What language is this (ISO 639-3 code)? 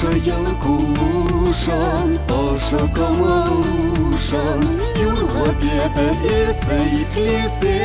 chv